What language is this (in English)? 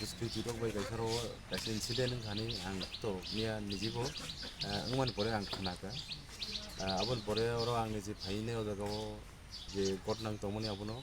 Kok Borok